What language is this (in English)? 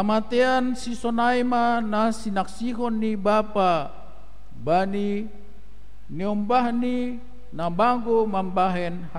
Batak Simalungun